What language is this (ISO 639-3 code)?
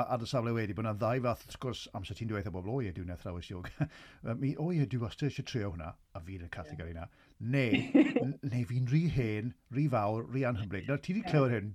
cym